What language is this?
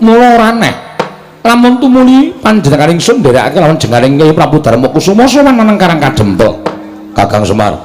Javanese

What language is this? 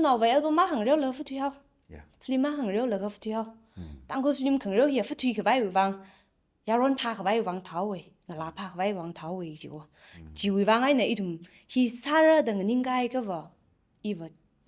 Tangkhul Naga (India)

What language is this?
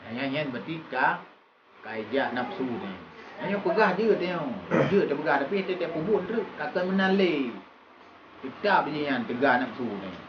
Achinese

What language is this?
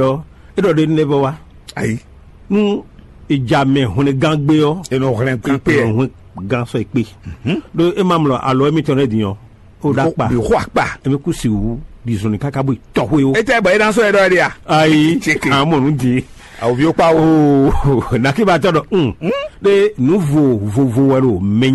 Fon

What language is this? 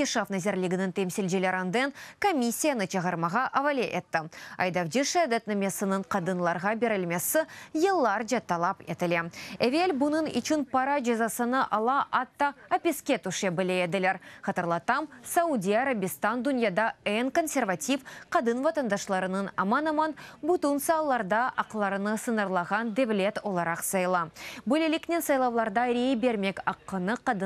Crimean Tatar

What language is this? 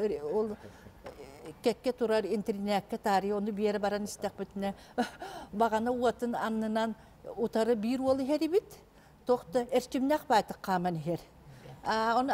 Yakut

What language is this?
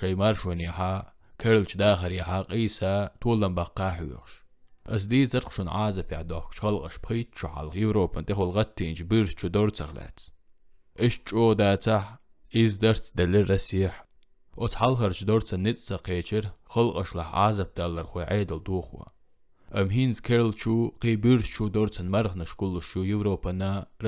Chechen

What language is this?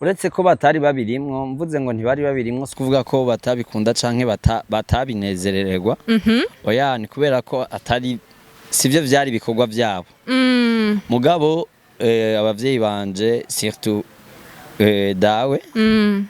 Rundi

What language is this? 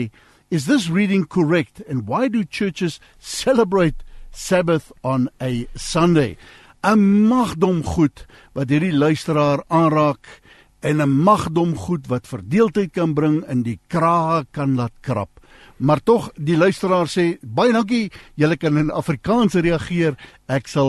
Afrikaans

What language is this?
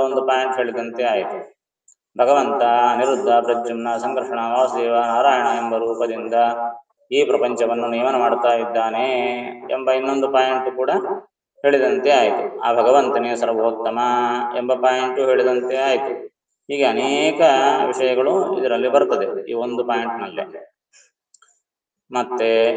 Kannada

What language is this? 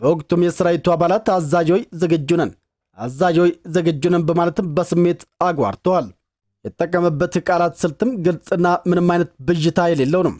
Amharic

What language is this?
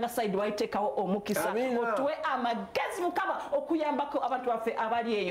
Ganda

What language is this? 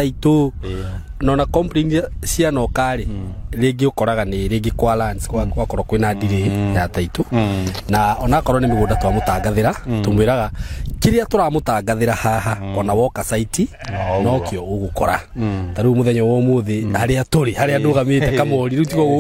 Kikuyu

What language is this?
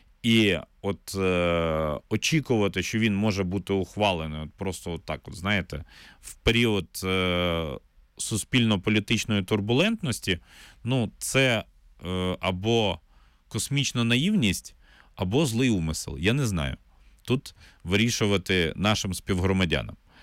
Ukrainian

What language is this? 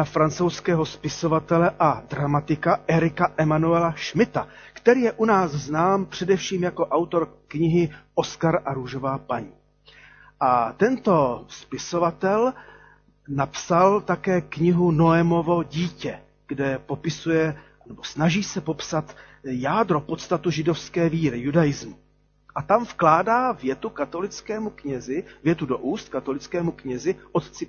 Czech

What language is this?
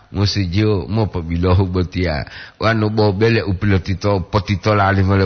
Gorontalo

